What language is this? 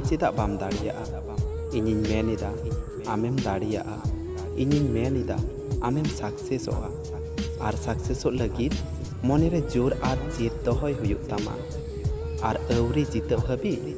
Santali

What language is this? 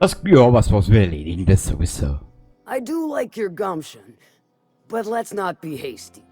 Bavarian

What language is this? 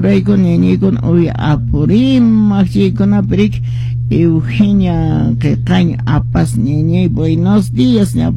Quechua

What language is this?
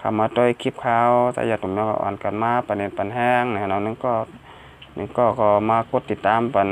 Shan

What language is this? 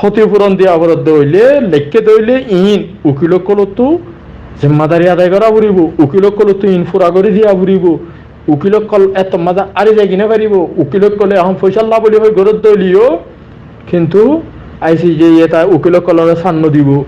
Rohingya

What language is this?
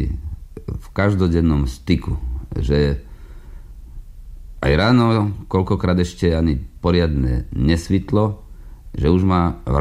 Slovak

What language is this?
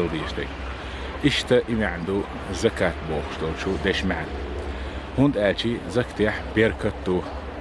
Chechen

